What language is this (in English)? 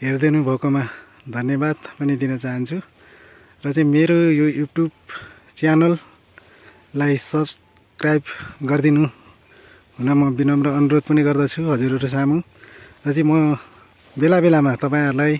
Nepali